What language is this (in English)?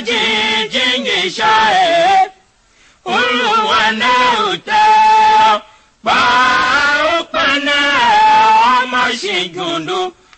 Tiv